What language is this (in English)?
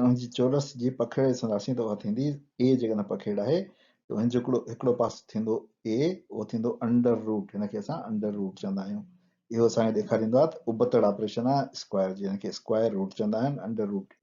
Sindhi